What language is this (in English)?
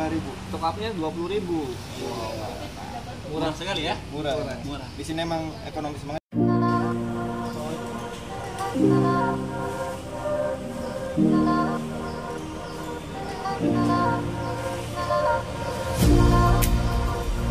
Indonesian